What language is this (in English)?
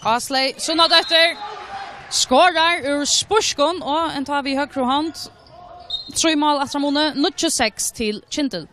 Faroese